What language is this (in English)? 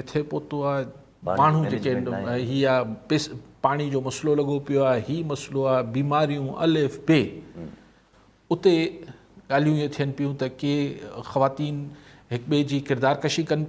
Sindhi